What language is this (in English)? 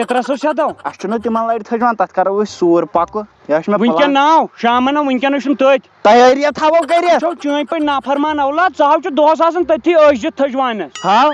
Kashmiri